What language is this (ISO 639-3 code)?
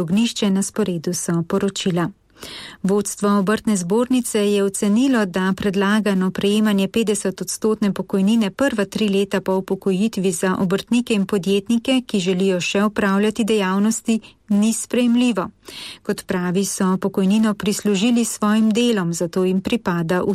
slv